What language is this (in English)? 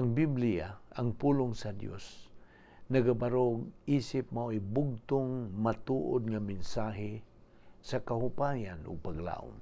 Cebuano